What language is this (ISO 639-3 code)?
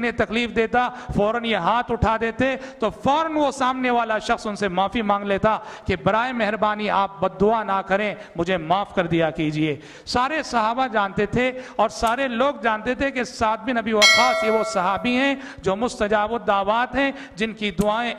urd